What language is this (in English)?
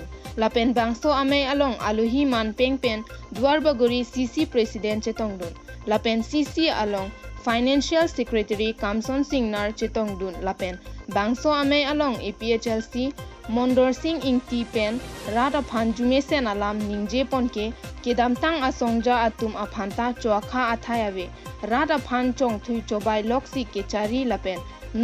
Karbi